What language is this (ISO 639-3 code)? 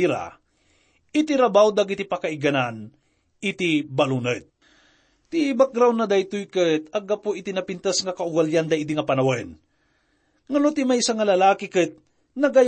ilo